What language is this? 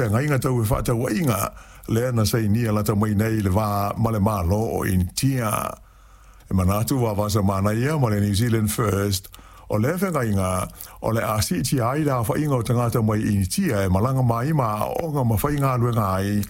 Samoan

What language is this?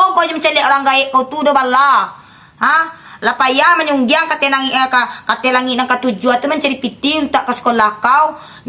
Minangkabau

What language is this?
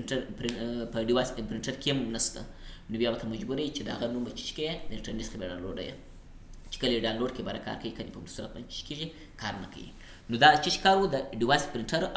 Pashto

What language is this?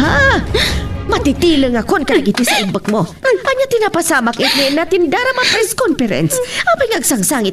Iloko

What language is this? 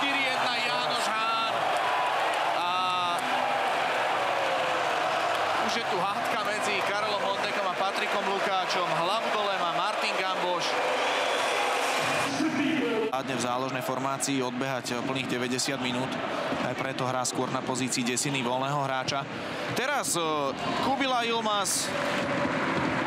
Slovak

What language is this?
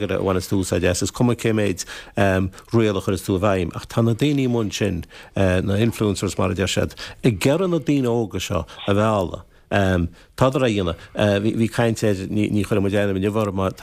Irish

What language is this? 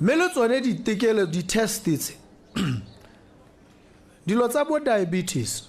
Tswana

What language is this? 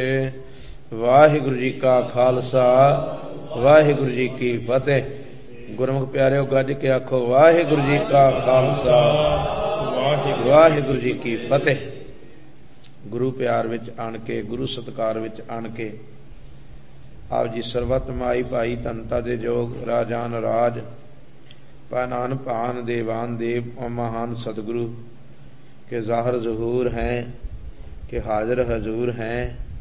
Punjabi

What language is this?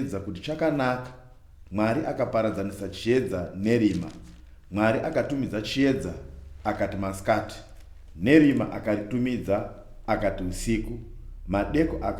Shona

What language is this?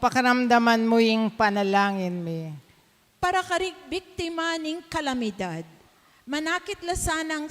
Pampanga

